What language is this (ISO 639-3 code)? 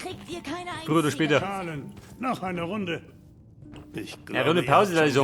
bar